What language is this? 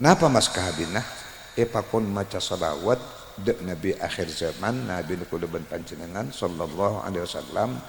Madurese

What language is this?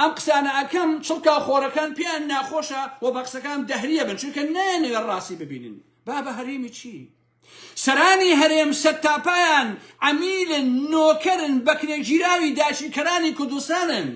Central Kurdish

